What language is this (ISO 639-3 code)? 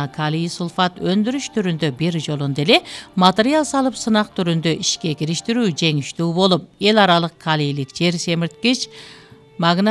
kir